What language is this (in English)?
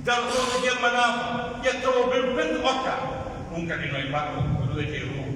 Pular